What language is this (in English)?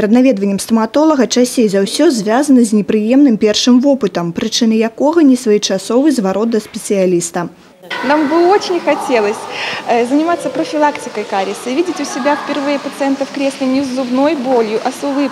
Belarusian